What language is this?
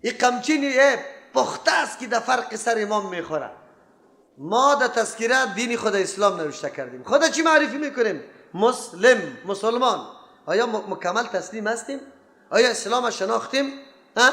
Persian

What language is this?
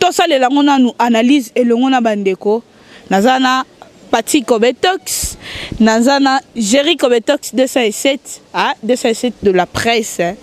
Lingala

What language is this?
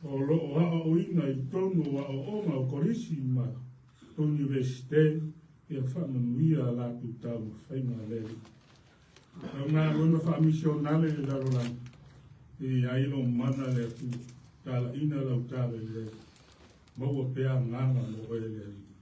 Samoan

